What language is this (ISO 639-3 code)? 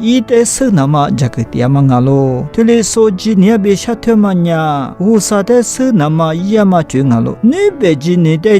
lis